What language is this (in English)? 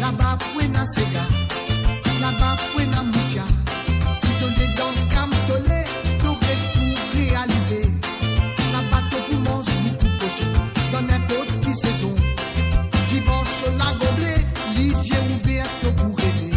Morisyen